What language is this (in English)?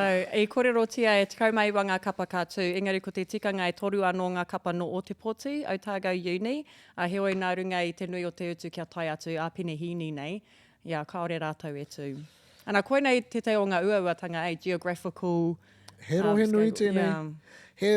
Māori